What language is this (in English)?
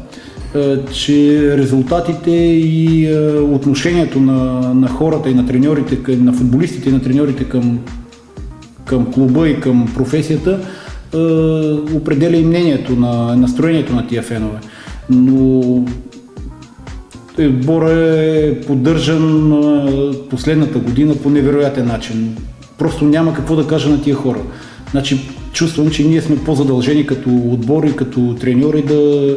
Bulgarian